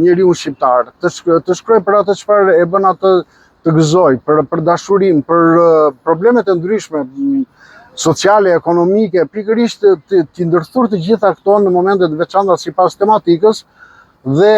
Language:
Albanian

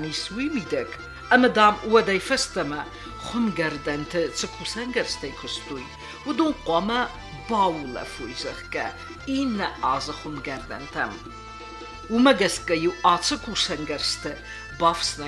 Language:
Ossetic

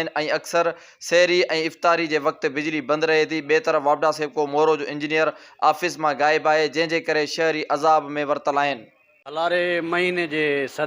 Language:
Sindhi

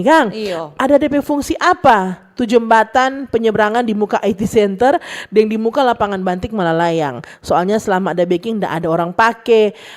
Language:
Manado Malay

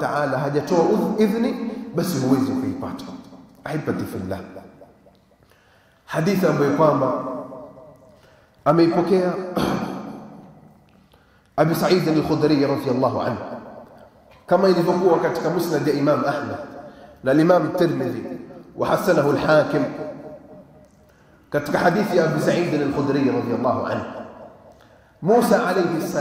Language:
Swahili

